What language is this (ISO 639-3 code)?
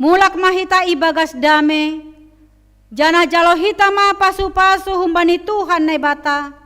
bts